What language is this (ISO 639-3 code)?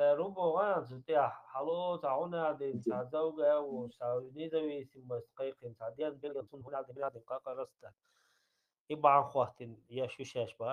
che